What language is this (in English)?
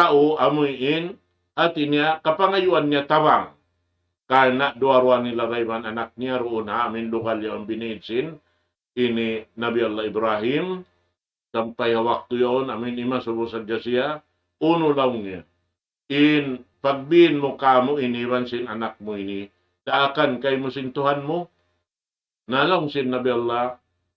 Tausug